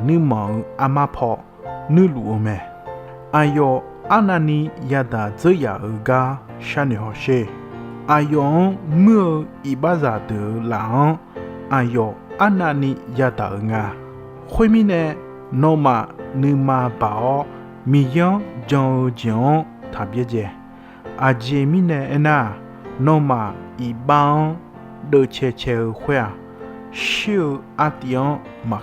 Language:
Akha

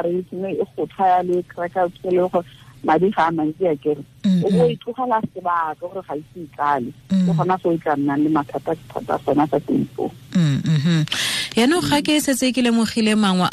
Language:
Tswana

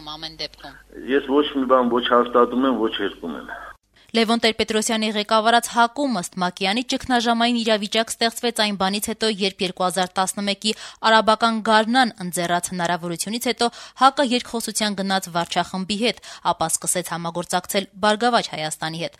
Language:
Armenian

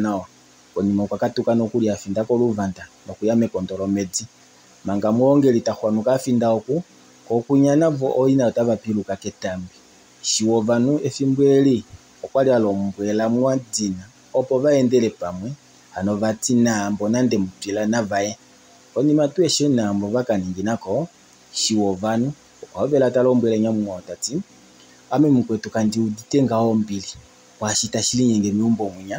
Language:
Kuanyama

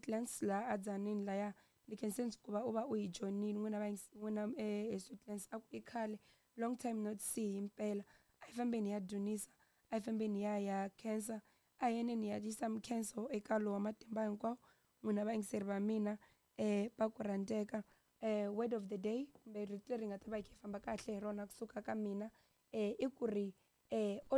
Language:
Tsonga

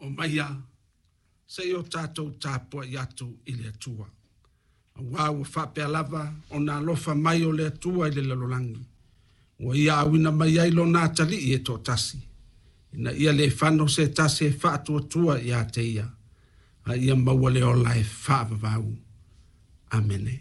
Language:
Samoan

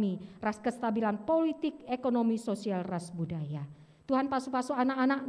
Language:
Batak Karo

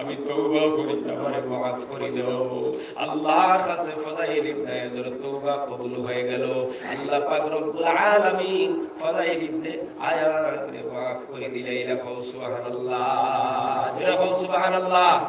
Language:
Sylheti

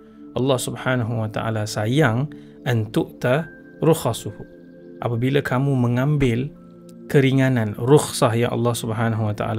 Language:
Malay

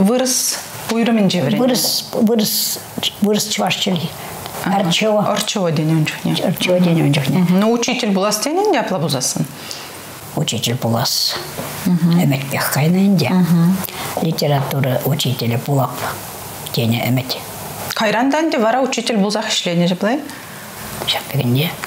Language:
Chuvash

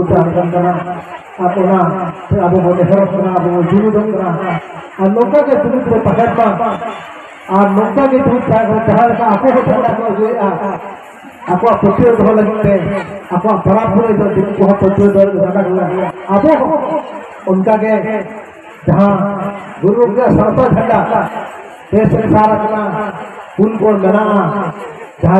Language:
Santali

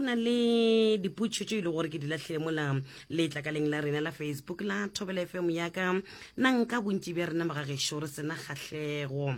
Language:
Northern Sotho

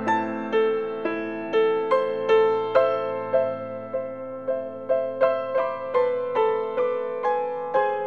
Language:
Basque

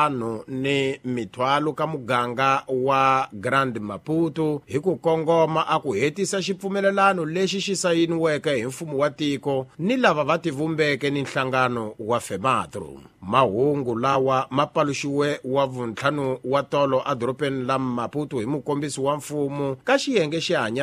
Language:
Tsonga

